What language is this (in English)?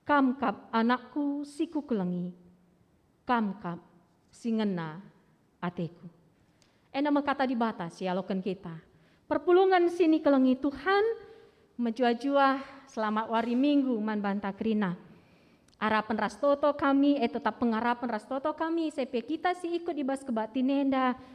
Batak Karo